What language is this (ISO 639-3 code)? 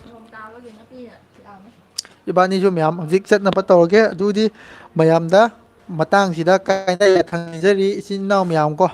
mni